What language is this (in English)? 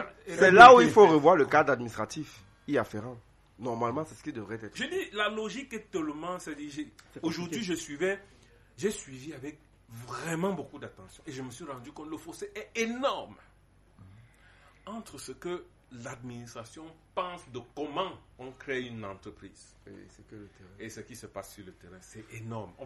French